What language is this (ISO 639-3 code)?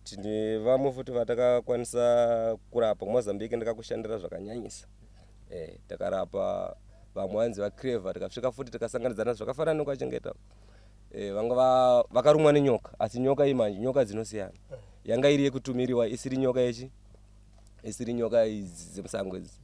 sna